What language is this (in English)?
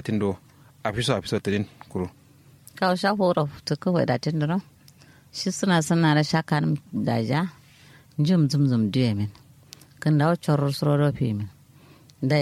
Kanuri